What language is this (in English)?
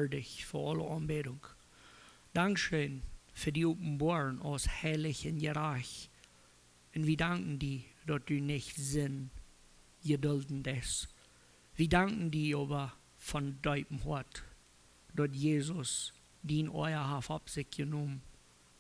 Plautdietsch